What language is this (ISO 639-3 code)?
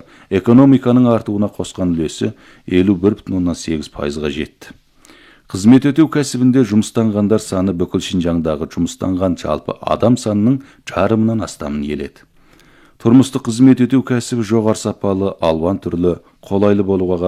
kaz